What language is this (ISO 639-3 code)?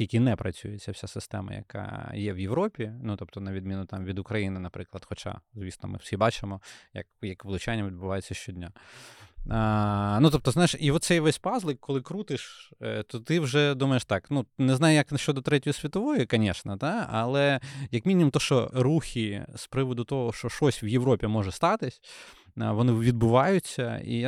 ukr